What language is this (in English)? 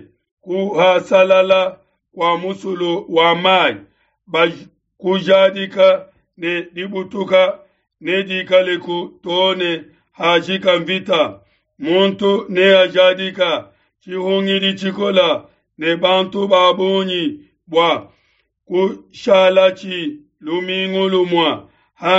Luba-Lulua